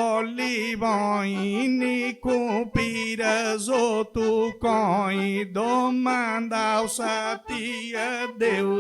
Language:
Sardinian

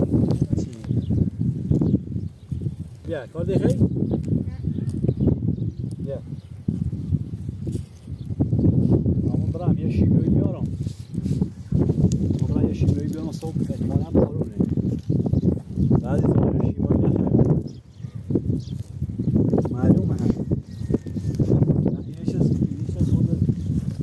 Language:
Persian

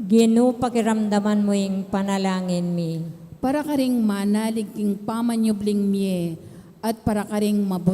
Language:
Pampanga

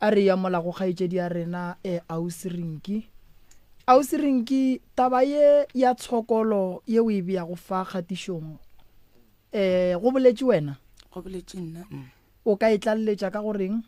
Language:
Northern Sotho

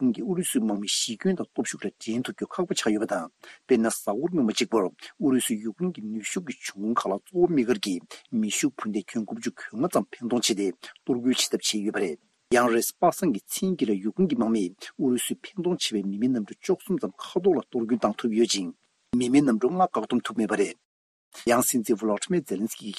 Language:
Tibetan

